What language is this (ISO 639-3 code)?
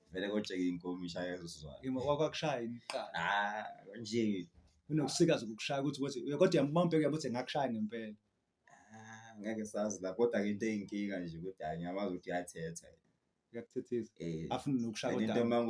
zul